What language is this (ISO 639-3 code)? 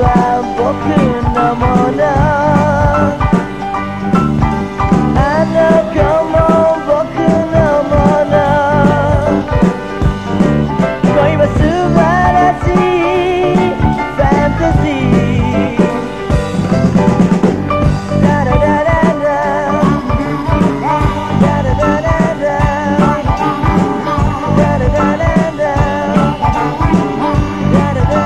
jpn